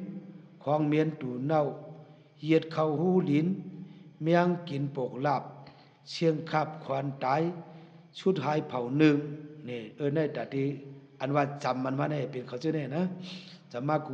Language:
Shan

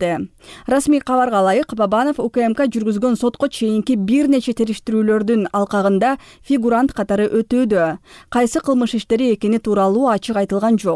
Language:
Kyrgyz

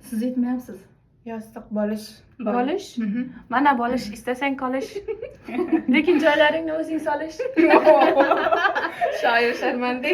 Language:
Uzbek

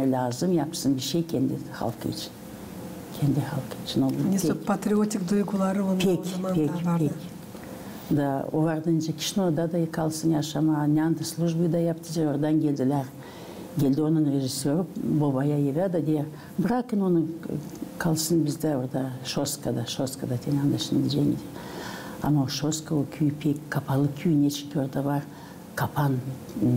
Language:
Gagauz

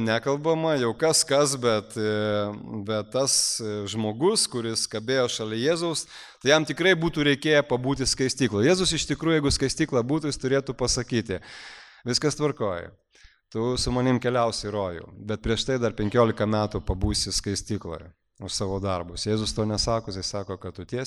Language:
Lithuanian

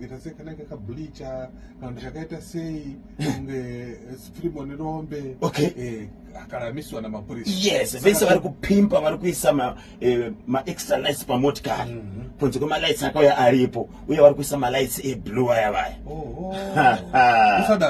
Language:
Shona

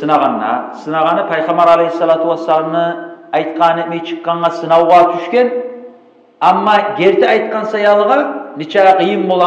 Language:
Kumyk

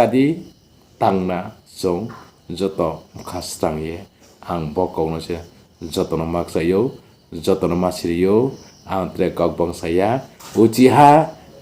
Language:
Riang (India)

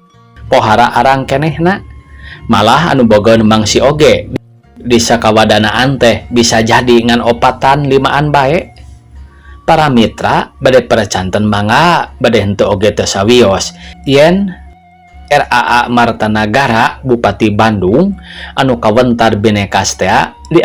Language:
Sundanese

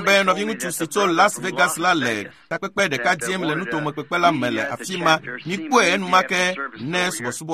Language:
Ewe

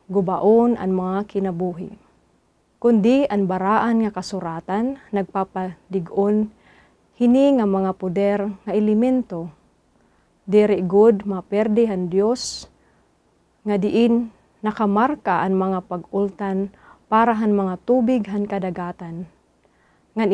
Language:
Waray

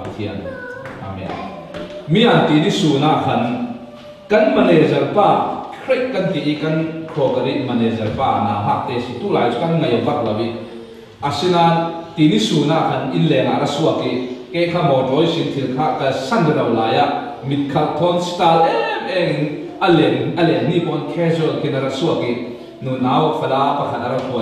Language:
Falam Chin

